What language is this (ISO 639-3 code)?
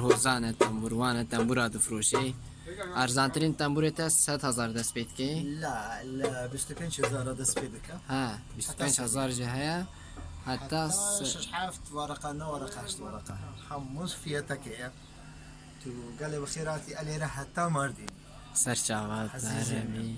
kur